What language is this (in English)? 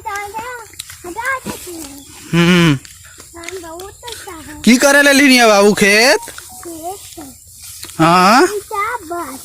Maithili